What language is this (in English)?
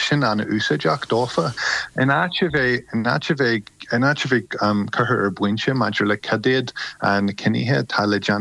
Irish